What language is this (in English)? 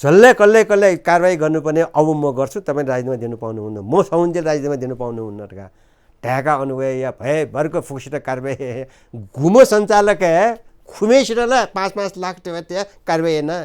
Newari